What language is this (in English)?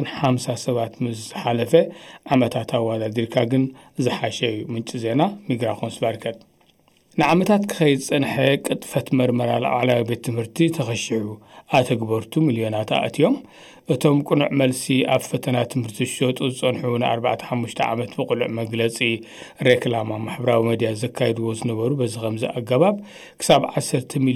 Tigrinya